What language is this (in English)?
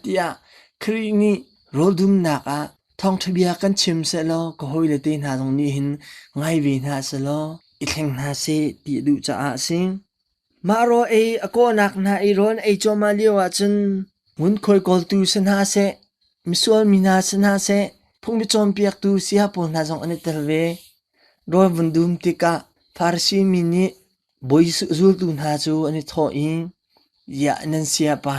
Hakha Chin